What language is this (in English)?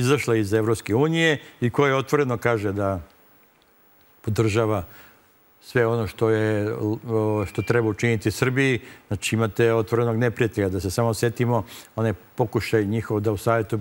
Serbian